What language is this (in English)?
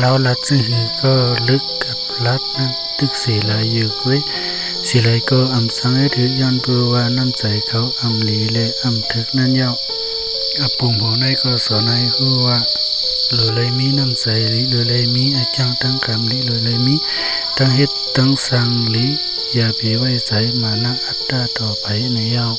Shan